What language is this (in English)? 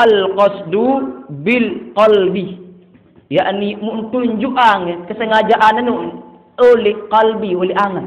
Sasak